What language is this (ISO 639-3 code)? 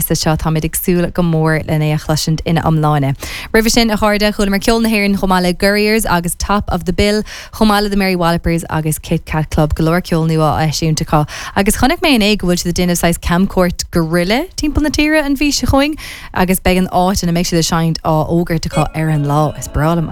gle